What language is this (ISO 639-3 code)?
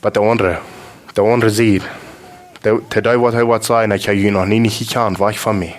pdt